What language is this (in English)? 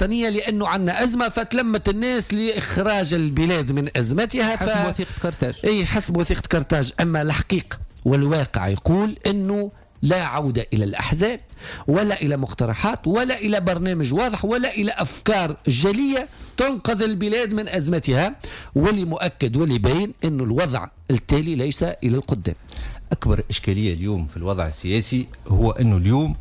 Tunisian Arabic